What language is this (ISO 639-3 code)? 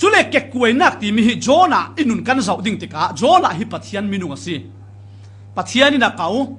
cfm